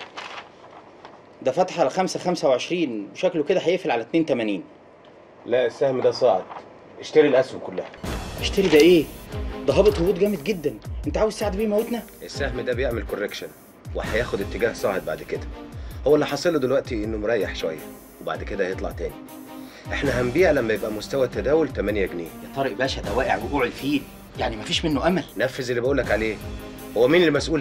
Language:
Egyptian Arabic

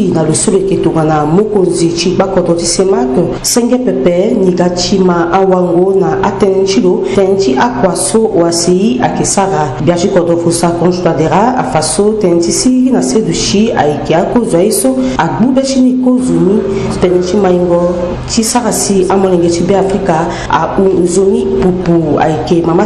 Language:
Sango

